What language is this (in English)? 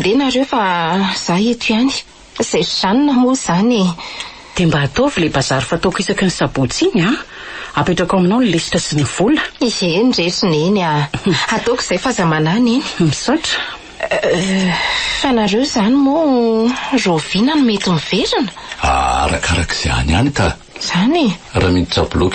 Malagasy